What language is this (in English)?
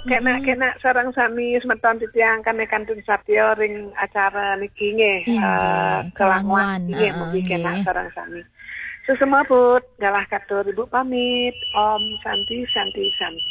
Balinese